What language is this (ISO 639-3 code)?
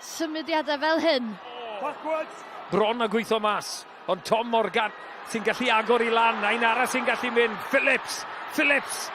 cym